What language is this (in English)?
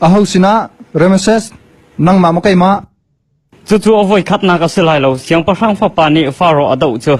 Hakha Chin